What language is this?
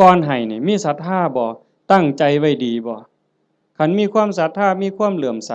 Northeastern Thai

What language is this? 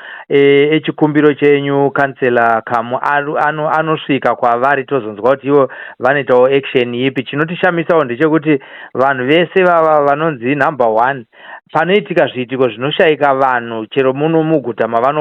Shona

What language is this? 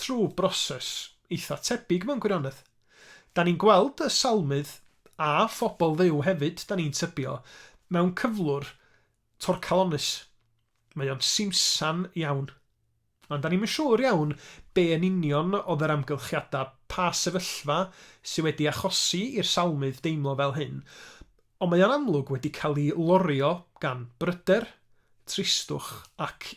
Welsh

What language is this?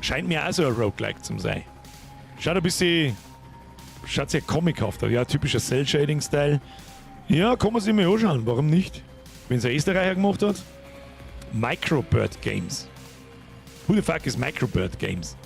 Bavarian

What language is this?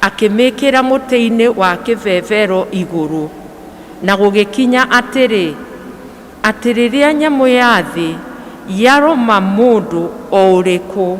Kikuyu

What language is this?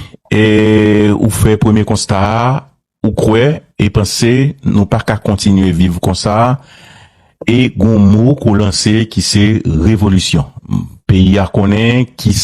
Haitian Creole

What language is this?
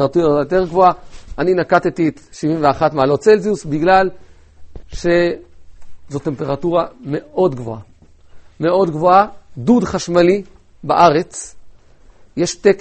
Hebrew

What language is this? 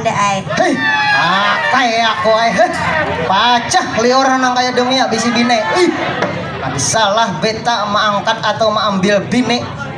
Banjar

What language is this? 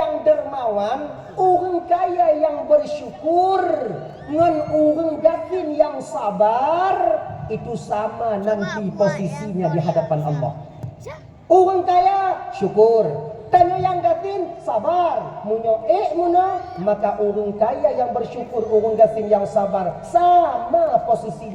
Achinese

